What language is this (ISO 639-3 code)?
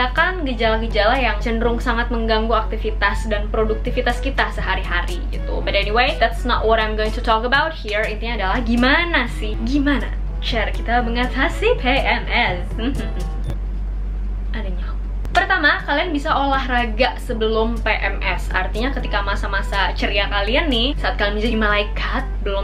ind